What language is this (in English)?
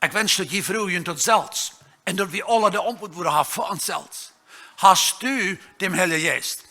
Plautdietsch